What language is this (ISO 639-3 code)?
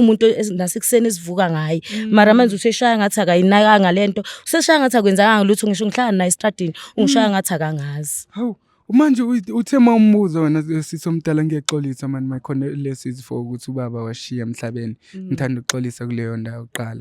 zul